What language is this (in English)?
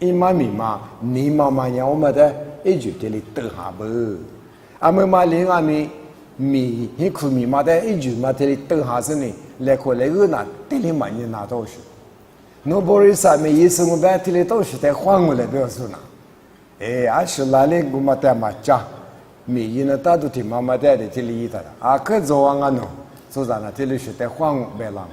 Lisu